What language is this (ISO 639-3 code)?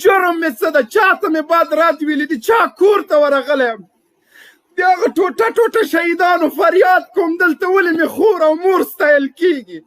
pus